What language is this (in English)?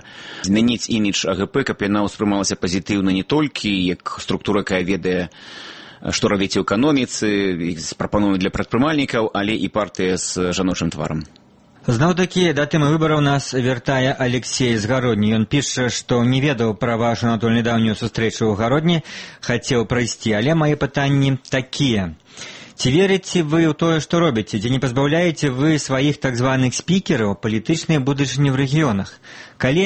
Belarusian